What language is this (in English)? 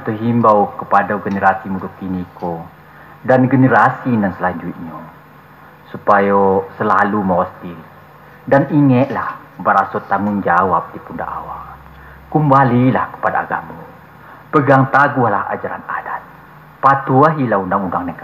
Minangkabau